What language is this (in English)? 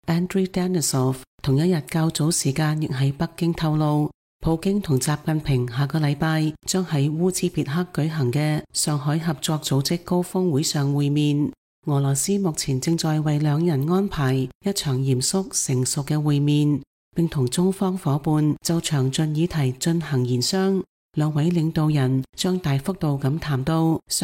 Cantonese